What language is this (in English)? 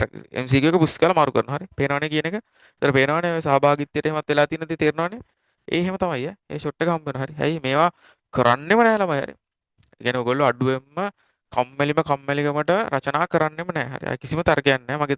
Sinhala